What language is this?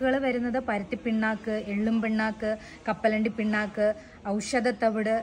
Malayalam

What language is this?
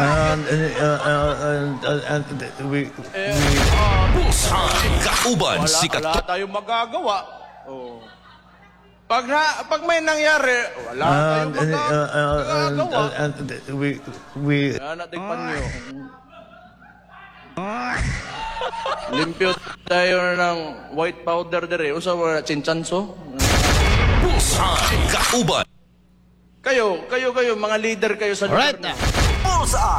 Cebuano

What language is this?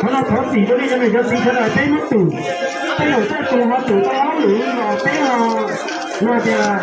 Hmong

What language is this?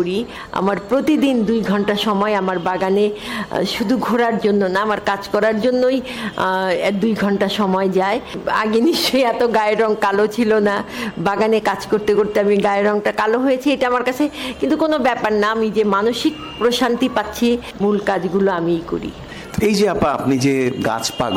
Bangla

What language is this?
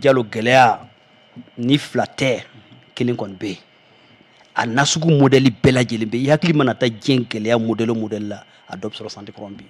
Bambara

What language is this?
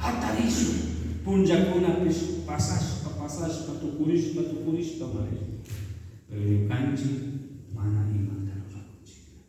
Chimborazo Highland Quichua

